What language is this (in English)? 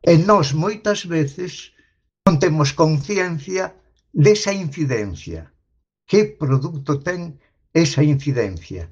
Galician